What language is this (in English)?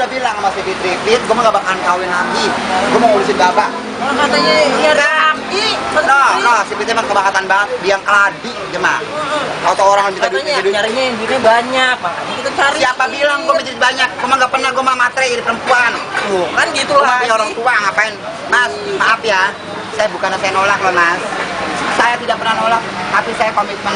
Betawi